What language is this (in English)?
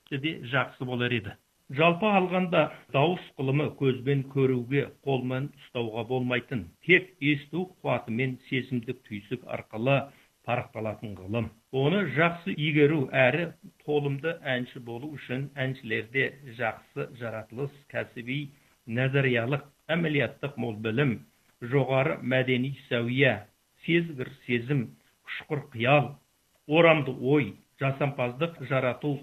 Kazakh